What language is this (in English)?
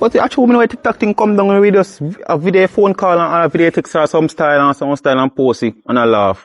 Jamaican Creole English